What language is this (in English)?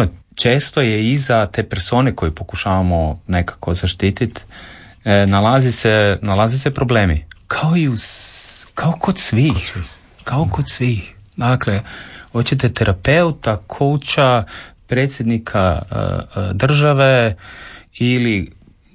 Croatian